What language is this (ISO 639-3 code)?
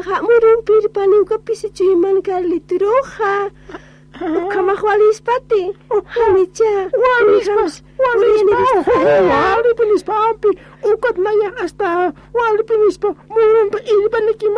aym